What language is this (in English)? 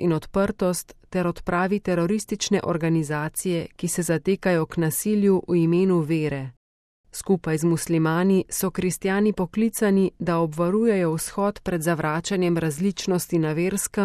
Slovenian